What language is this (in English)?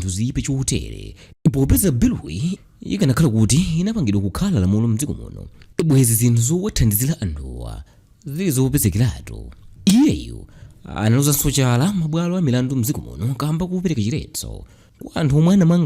Nyanja